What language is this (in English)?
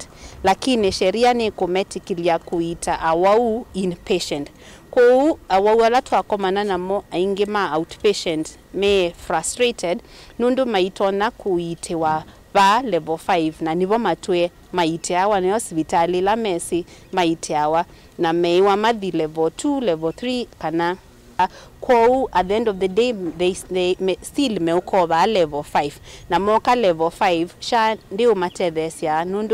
Kamba